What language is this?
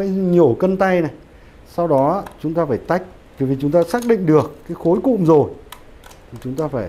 Vietnamese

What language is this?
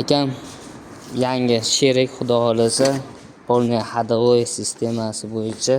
Uzbek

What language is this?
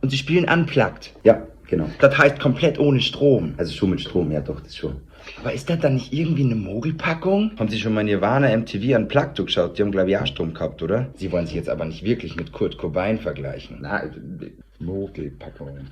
Bavarian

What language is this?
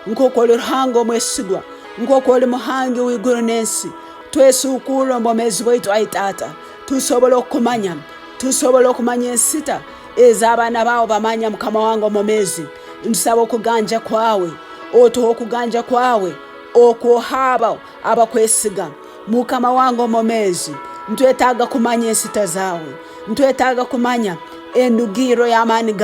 Tooro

